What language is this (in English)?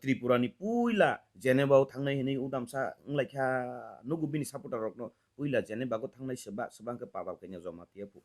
Kok Borok